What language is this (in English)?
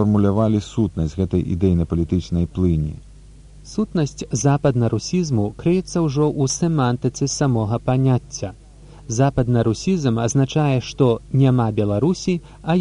Belarusian